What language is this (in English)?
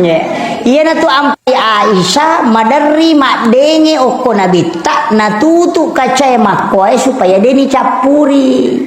Buginese